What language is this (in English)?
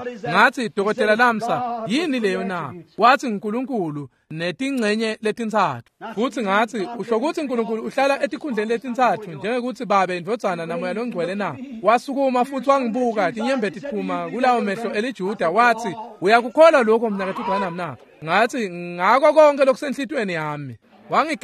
Swati